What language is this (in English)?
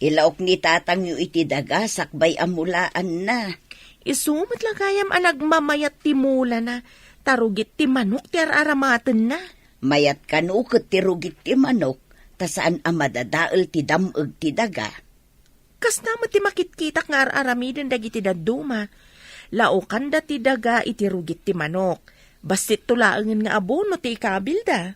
Iloko